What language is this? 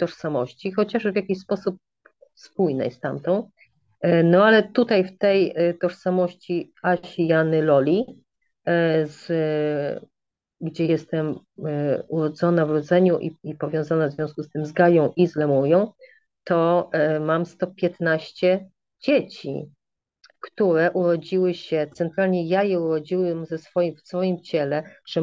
Polish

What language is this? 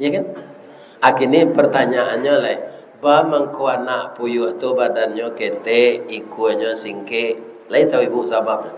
Minangkabau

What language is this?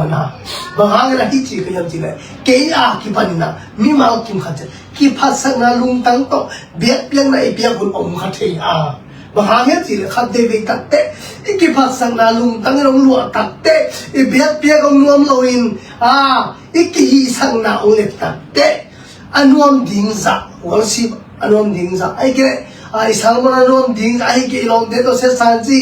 Tedim Chin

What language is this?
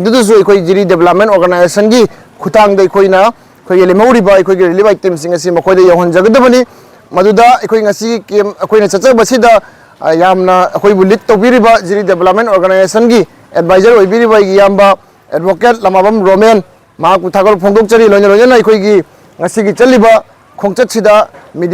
Manipuri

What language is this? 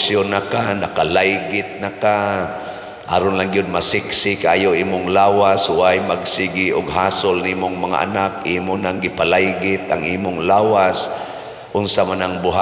Cebuano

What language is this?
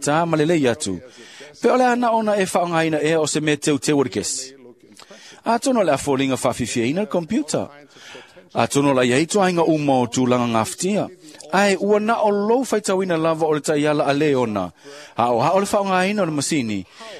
Samoan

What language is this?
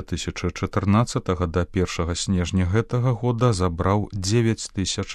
Belarusian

